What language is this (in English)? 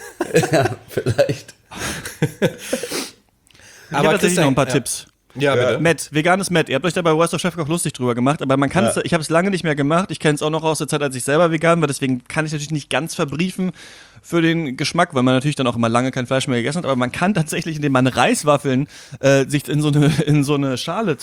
German